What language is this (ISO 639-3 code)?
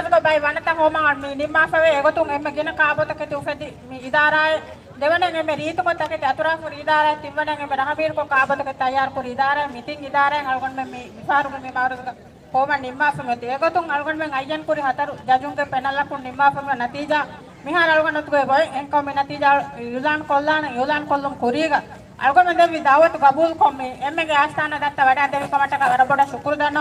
div